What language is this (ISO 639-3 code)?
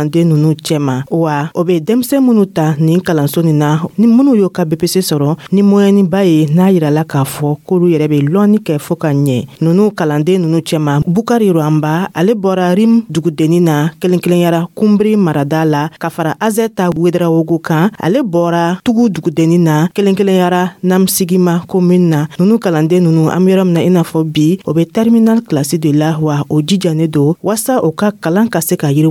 dyu